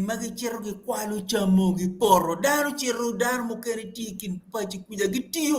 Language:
Acoli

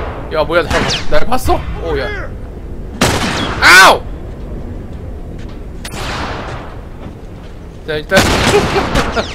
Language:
Korean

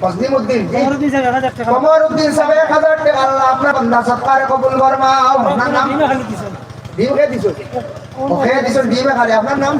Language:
Sylheti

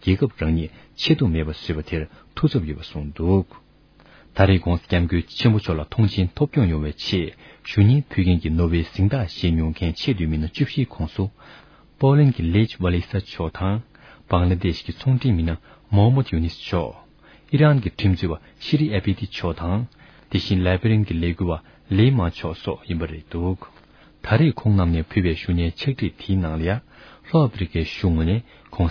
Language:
Tibetan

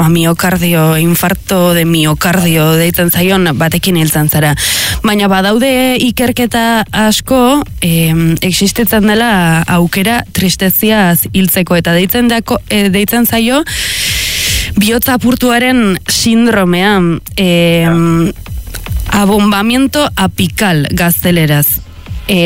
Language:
Basque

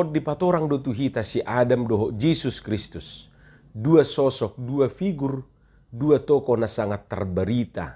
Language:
Batak Toba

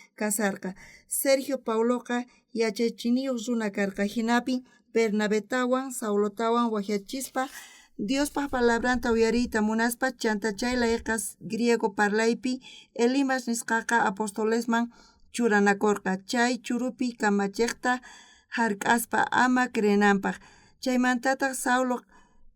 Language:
South Bolivian Quechua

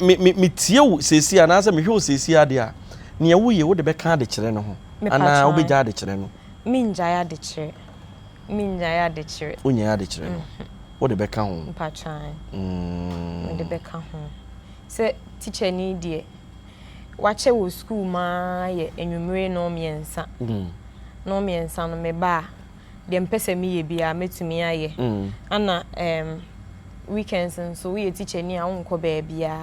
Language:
Akan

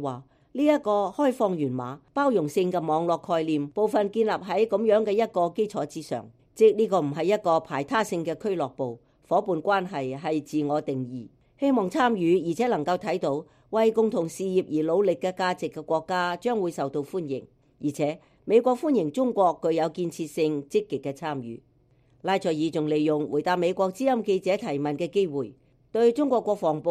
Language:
Cantonese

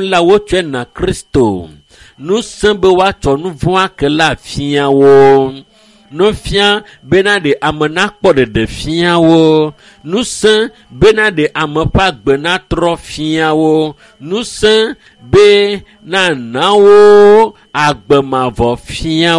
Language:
Ewe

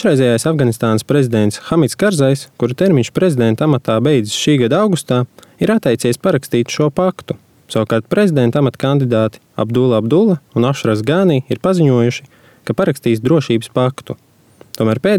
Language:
Latvian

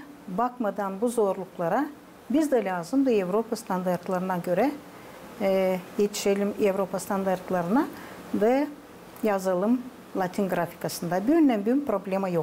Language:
Gagauz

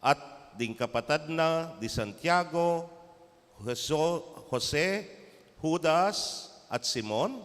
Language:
Pampanga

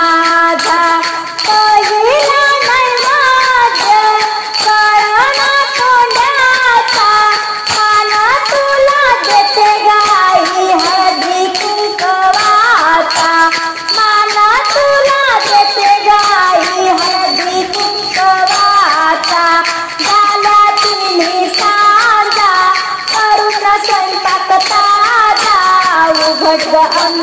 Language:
Marathi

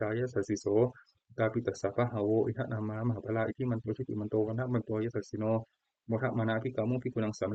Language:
Pali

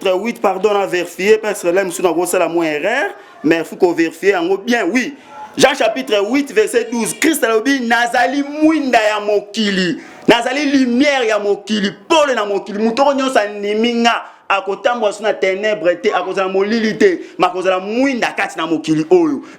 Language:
Lingala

